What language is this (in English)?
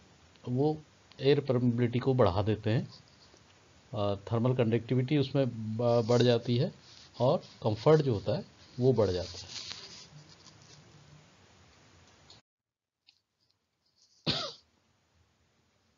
Hindi